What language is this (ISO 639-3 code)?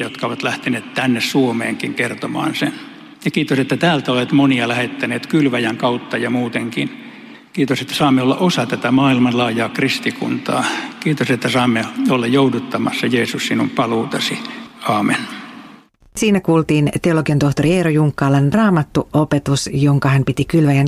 fin